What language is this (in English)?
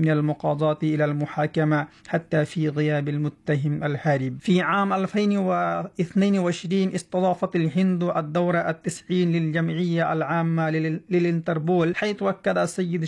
Arabic